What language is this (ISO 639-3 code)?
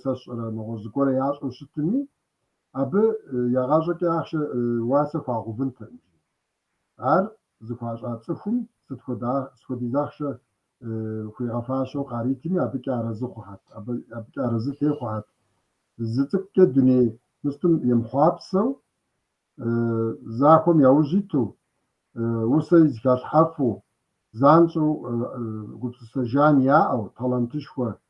kbd